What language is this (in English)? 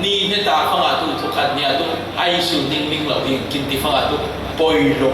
Falam Chin